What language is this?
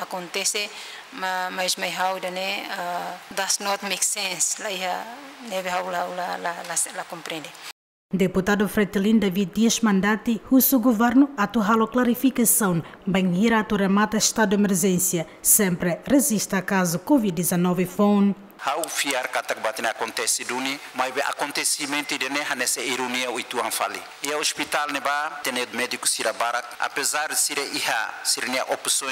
Tetum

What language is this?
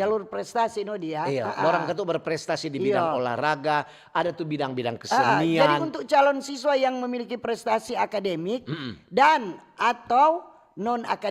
Manado Malay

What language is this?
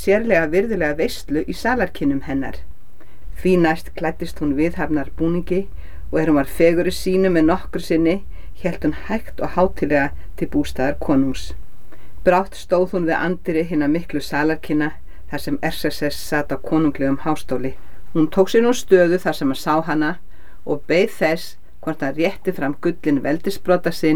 Icelandic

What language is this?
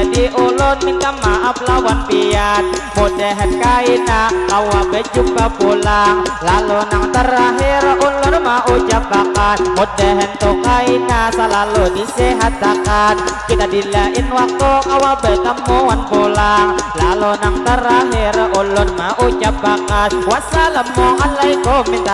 Banjar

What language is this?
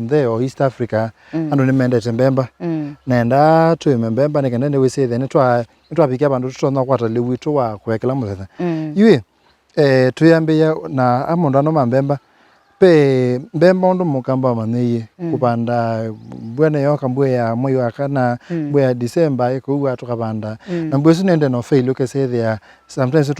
Kamba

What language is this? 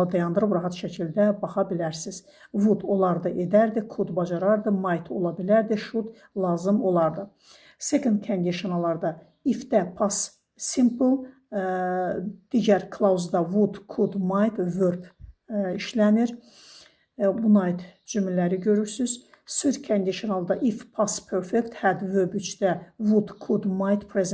Azerbaijani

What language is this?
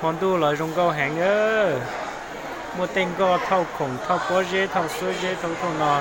Hmong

